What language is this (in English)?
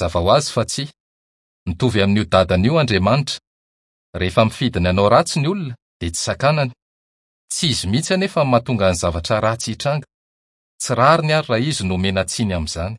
Malagasy